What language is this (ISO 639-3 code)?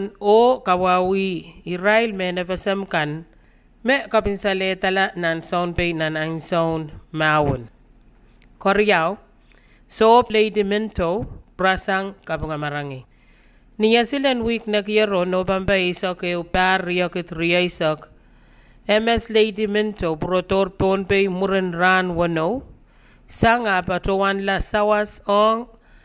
pon